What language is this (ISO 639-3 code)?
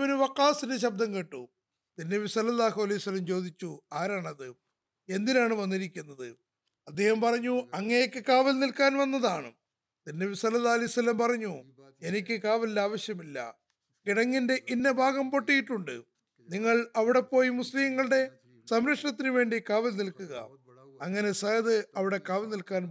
mal